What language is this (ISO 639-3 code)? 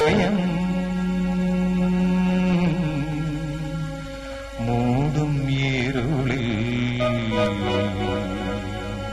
mal